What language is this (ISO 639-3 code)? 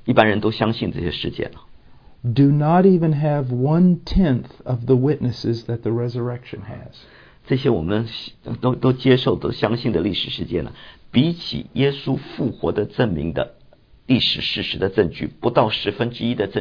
zho